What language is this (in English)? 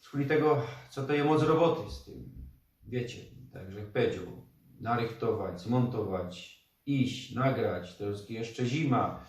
Silesian